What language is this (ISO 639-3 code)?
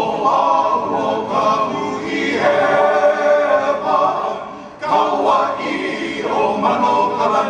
haw